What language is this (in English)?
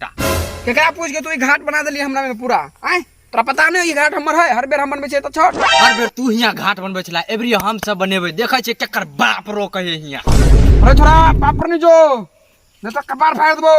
Maithili